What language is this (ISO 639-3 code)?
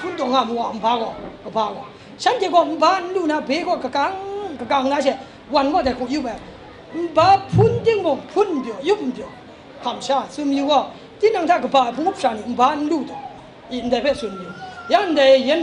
kac